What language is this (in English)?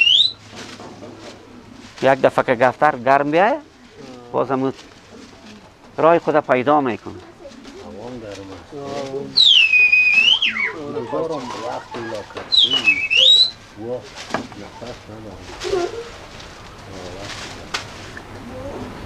Persian